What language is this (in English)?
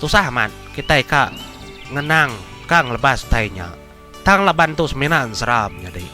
Iban